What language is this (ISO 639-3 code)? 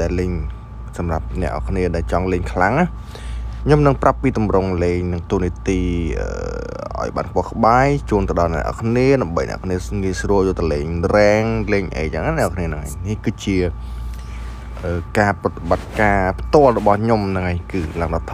khm